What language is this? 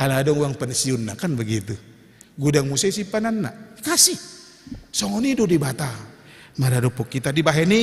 Batak Toba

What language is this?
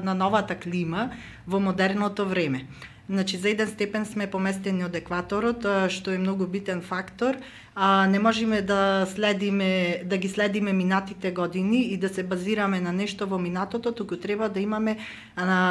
Macedonian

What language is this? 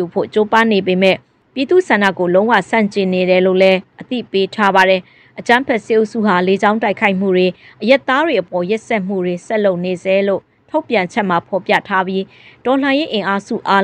Burmese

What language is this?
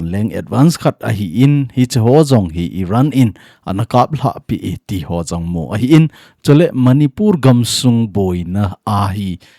Thado Chin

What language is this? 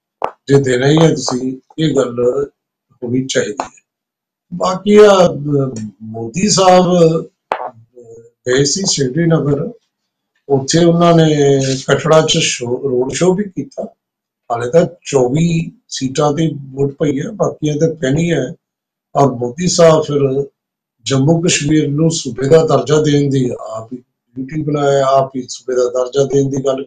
Punjabi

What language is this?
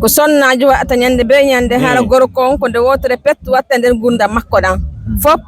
Fula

